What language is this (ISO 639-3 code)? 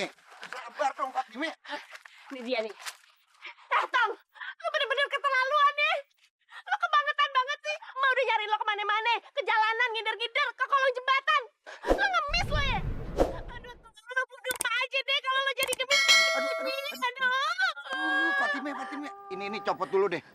bew